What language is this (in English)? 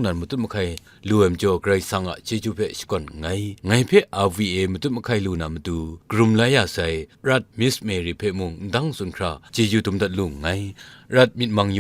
Kachin